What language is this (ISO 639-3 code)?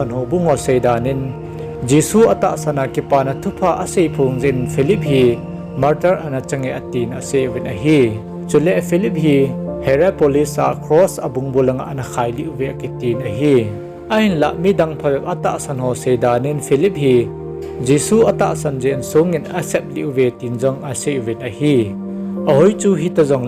tcz